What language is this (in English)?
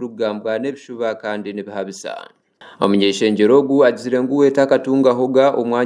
Nyankole